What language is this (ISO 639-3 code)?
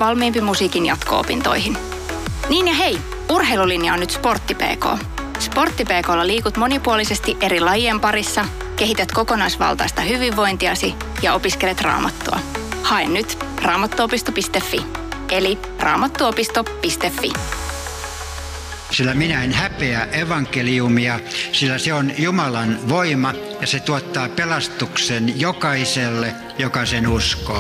fin